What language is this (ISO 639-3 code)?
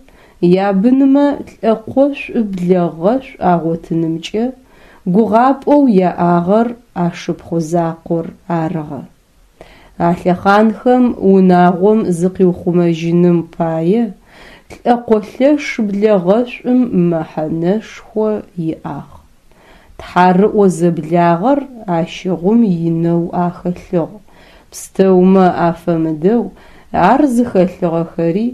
ady